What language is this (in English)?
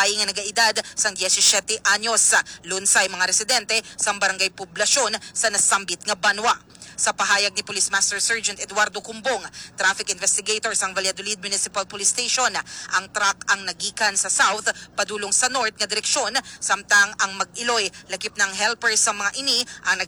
Hiligaynon